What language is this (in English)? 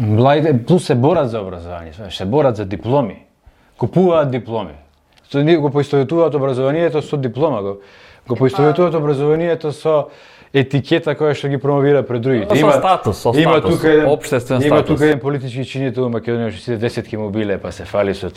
Macedonian